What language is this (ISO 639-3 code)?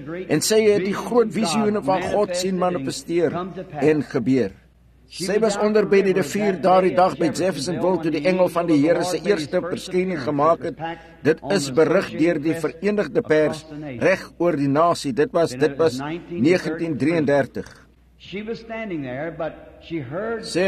afr